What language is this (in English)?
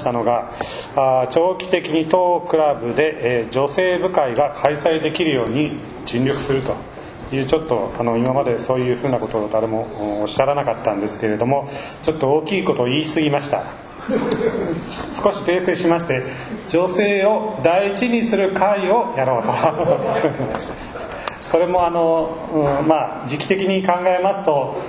Japanese